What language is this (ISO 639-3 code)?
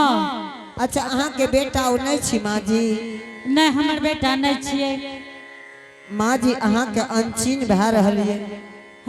anp